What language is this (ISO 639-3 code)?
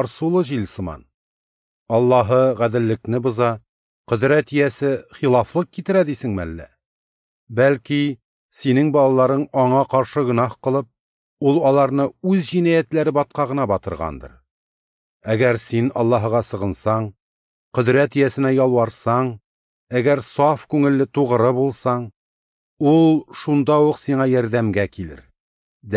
tat